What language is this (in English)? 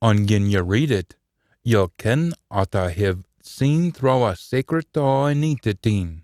Scots